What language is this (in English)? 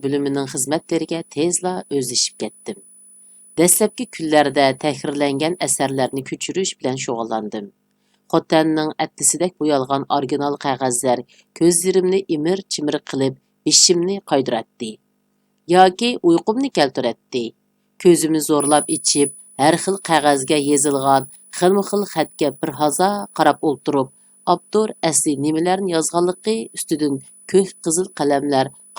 Uyghur